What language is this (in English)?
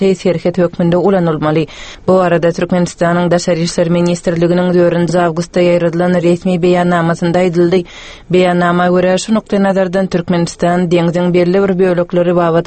Turkmen